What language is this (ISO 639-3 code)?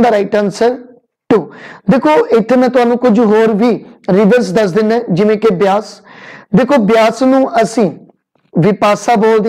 pan